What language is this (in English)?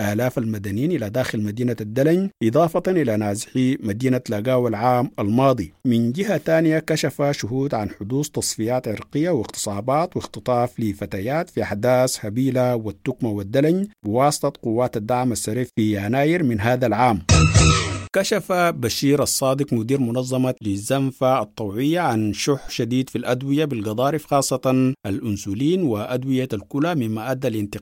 Sudanese Arabic